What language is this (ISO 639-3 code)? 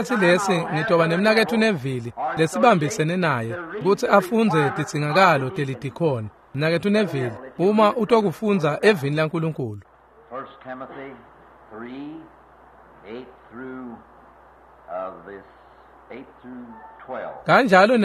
ssw